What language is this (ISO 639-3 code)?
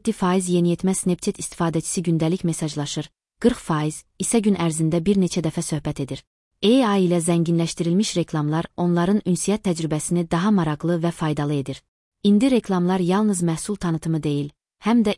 aze